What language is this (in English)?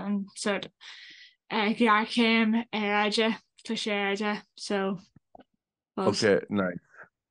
Irish